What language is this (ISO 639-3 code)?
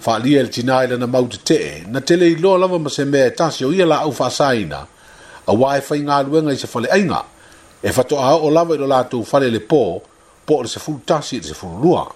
smo